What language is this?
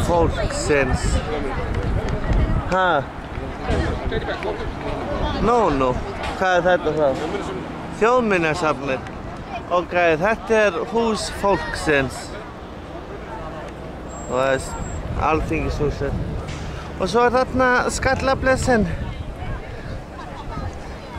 Icelandic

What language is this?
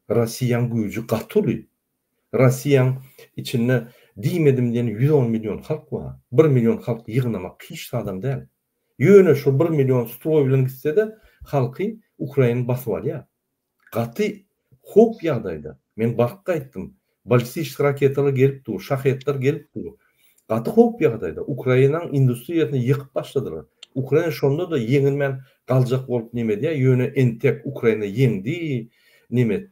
Turkmen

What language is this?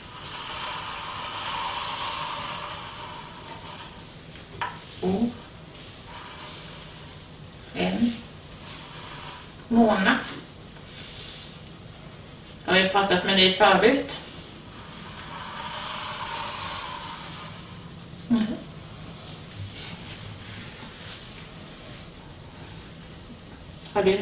Swedish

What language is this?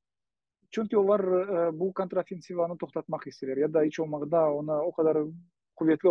Crimean Tatar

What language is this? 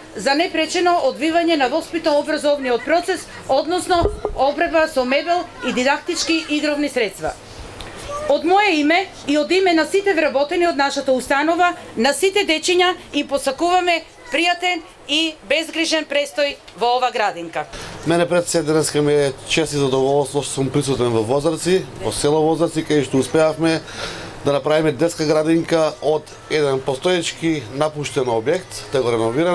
Macedonian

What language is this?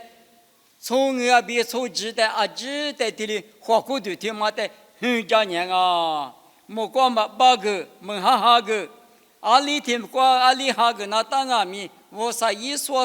Lisu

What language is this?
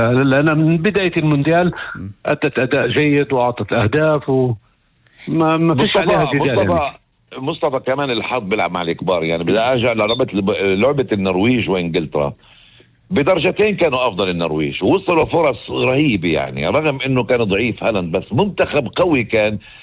North Levantine Arabic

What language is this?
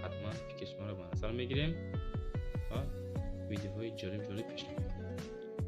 Tajik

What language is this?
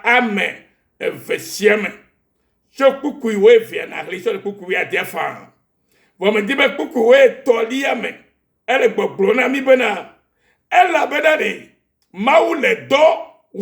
Ewe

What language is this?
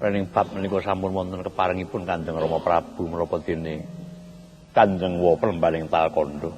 Javanese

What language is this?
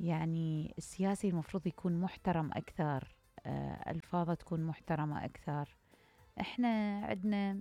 Mesopotamian Arabic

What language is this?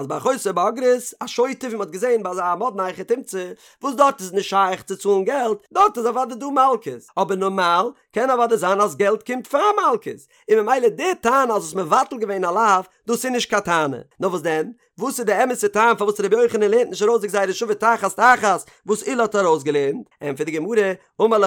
Yiddish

